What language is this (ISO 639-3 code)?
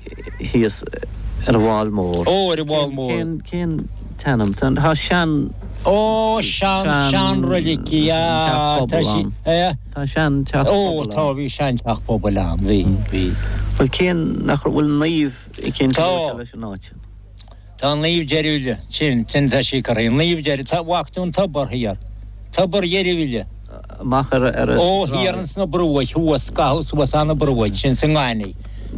gle